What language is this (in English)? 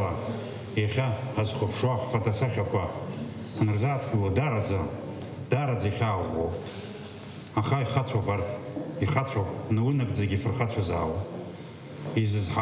Abkhazian